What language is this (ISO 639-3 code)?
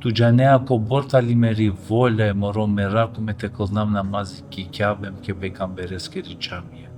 rmn